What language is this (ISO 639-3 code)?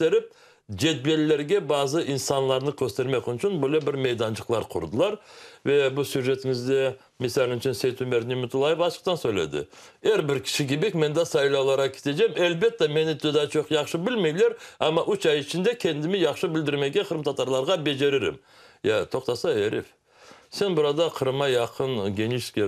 crh